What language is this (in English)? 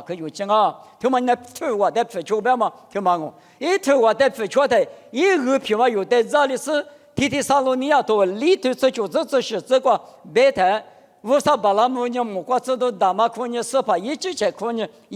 Lisu